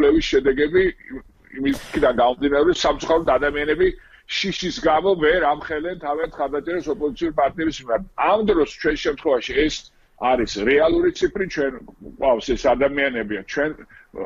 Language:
Georgian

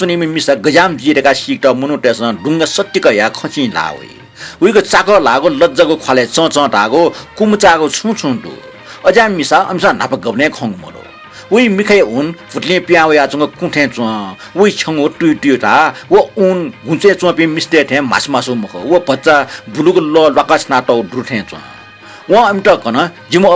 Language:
Newari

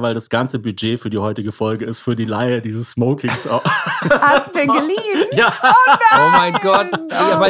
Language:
German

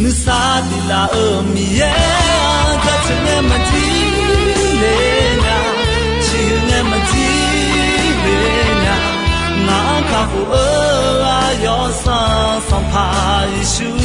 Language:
Akha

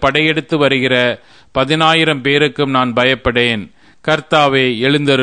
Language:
Tamil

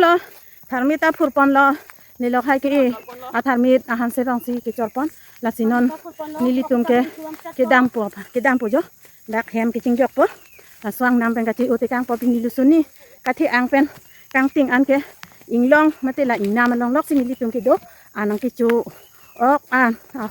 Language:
Karbi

